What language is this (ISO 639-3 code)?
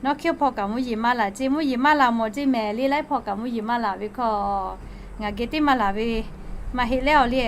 lhu